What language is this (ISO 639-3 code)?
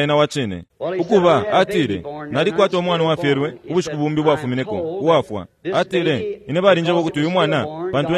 bem